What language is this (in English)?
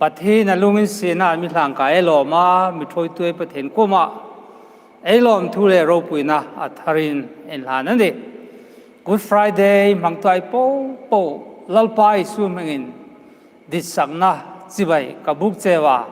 Hmar